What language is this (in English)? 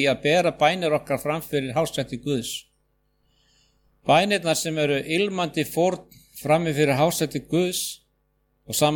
Icelandic